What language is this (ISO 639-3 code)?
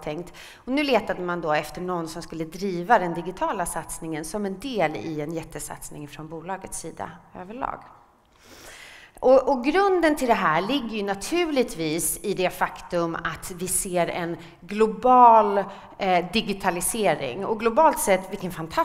swe